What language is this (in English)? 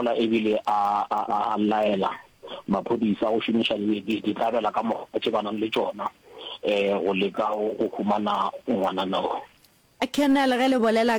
Northern Sotho